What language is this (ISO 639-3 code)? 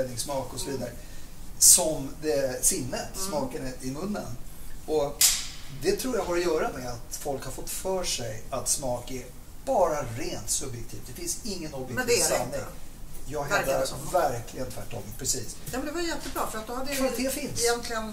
swe